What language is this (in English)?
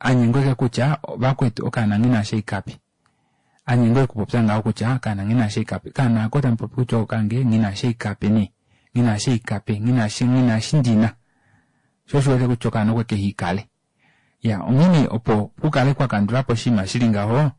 Kuanyama